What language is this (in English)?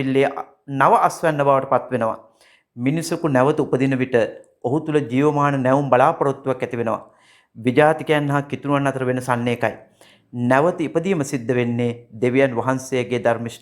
Sinhala